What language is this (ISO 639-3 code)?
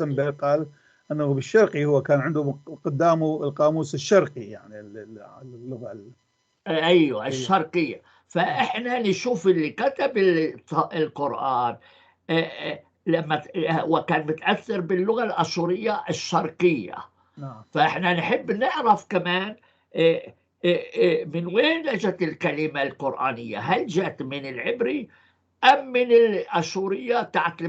apc